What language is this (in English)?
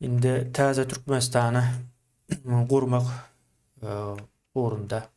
Turkmen